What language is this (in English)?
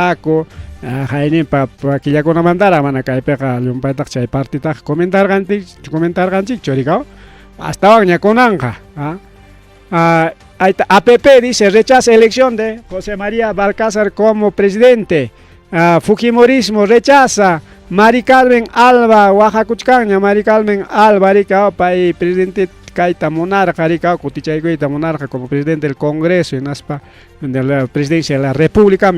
Ayacucho Quechua